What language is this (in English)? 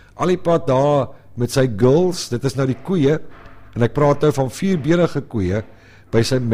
Afrikaans